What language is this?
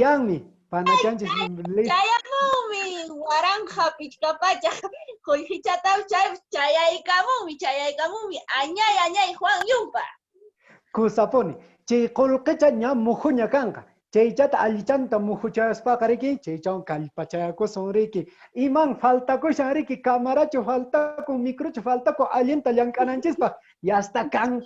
Quechua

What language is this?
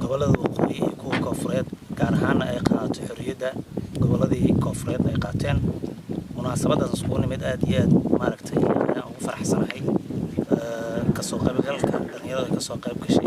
Somali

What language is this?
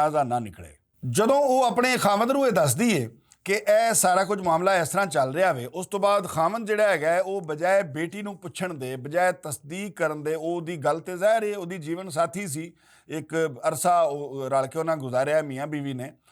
Western Panjabi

